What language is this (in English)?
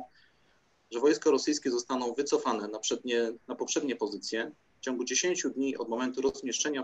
Polish